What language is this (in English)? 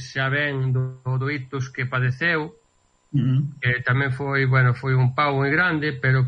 Galician